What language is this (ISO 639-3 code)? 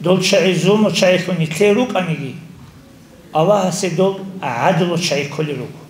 ava